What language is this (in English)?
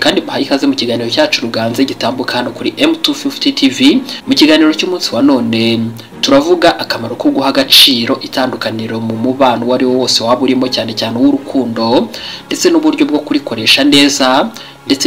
Kinyarwanda